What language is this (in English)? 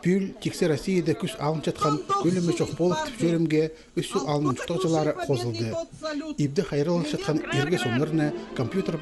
Khakas